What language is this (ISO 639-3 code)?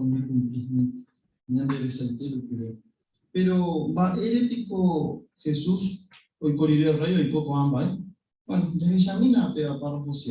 grn